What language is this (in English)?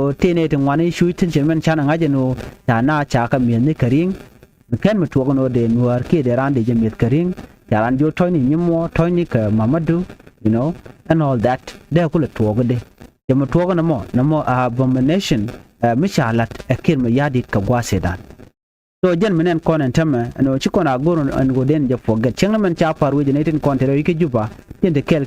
Nuer